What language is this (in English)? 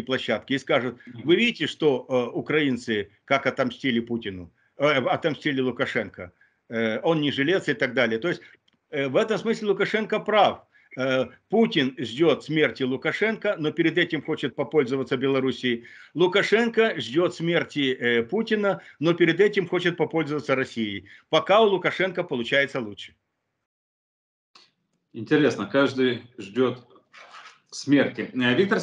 Russian